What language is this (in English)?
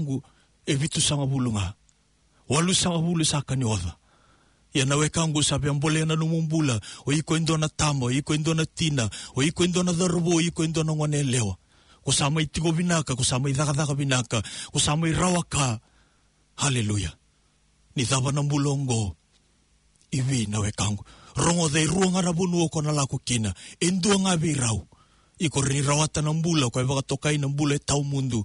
Fijian